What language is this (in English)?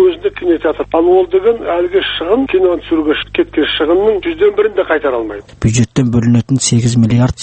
Kazakh